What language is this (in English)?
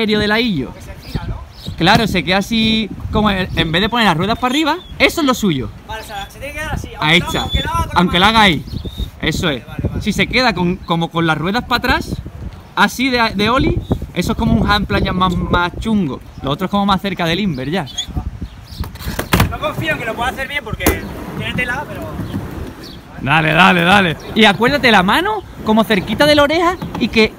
Spanish